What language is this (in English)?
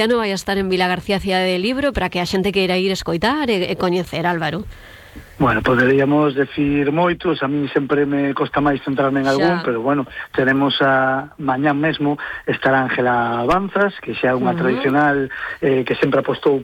Galician